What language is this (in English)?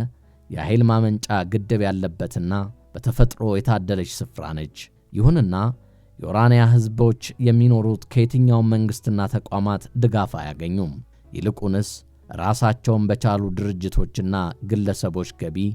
Amharic